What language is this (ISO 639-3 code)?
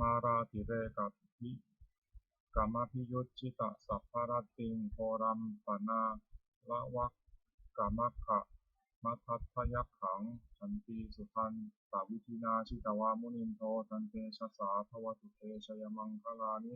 pli